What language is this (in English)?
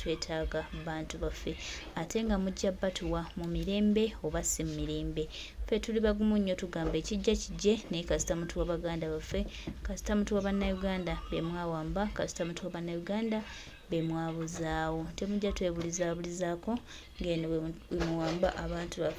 Ganda